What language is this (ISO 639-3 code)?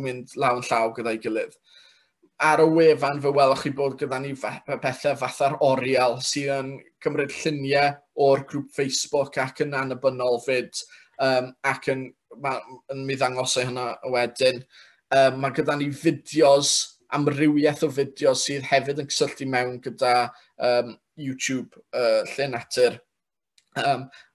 cym